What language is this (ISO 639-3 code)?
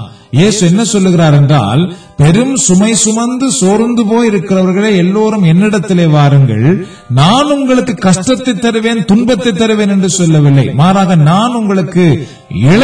tam